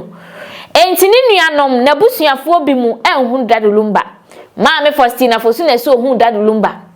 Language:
Akan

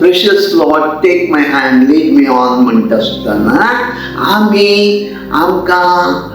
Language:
Konkani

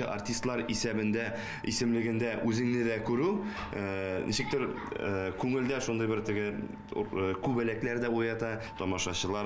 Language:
Tatar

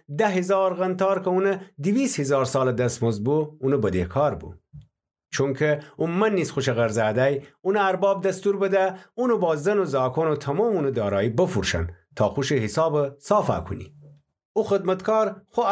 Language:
Gilaki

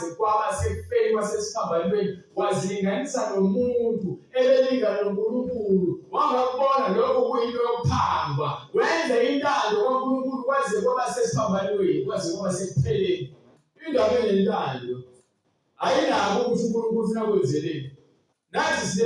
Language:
Zulu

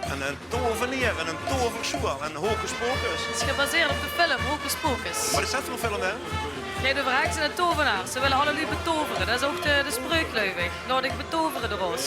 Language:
Limburgish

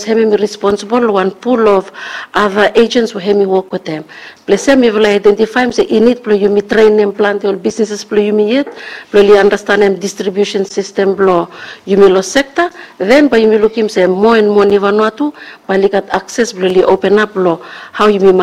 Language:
Bislama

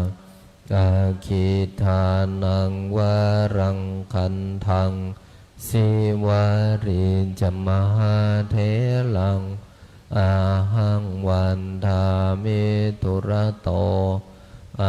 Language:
Pali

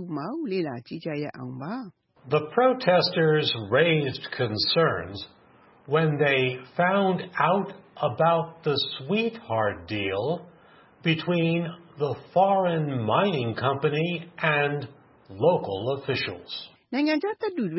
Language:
Burmese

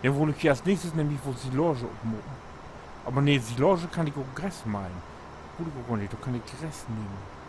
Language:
Low German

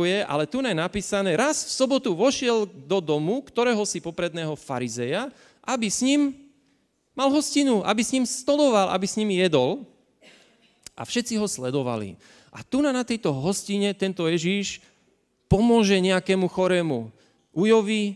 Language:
Slovak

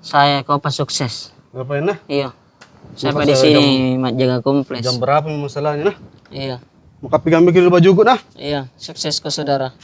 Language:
Makassar Malay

